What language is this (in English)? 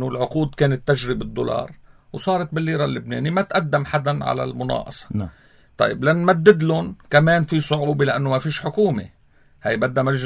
North Levantine Arabic